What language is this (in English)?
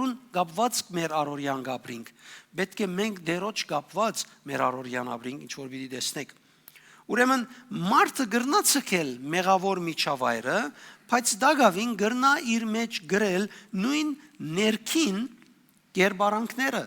Western Armenian